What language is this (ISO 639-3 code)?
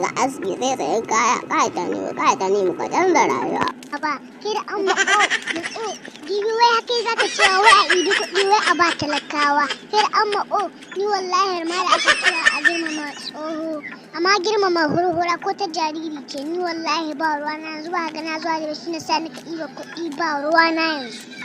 hau